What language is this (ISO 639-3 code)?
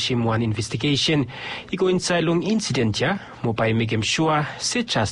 bis